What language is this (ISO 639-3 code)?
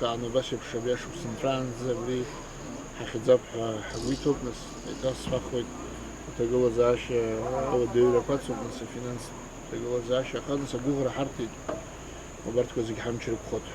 abk